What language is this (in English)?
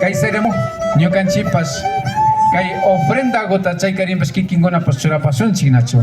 Imbabura Highland Quichua